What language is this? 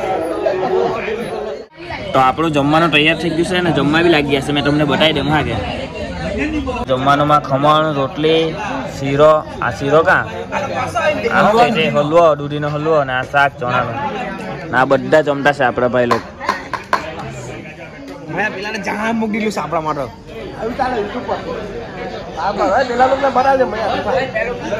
Gujarati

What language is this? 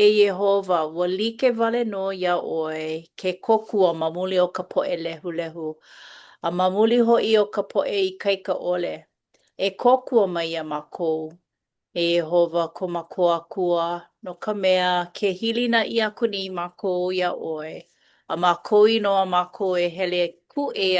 Hawaiian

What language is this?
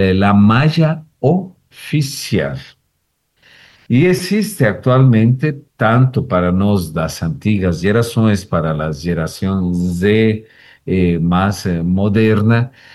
Portuguese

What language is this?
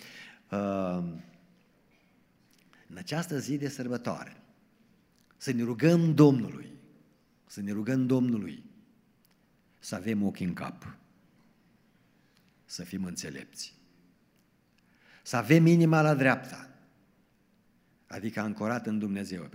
Romanian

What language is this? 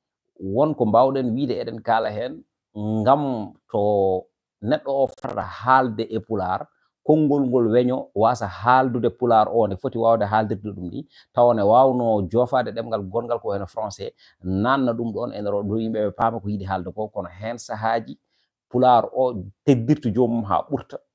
Fula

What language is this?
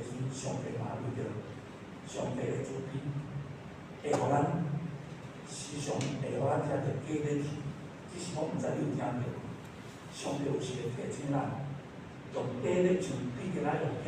Min Nan Chinese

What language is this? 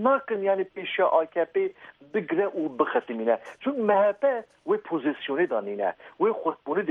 Kurdish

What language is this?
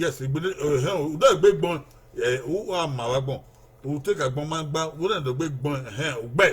Bini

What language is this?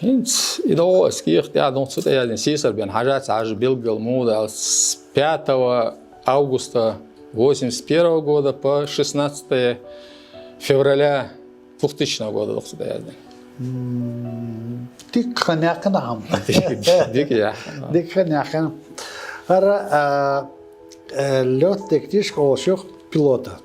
Chechen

